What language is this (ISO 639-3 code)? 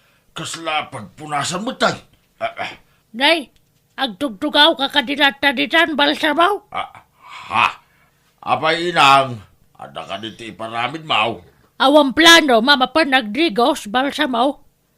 ilo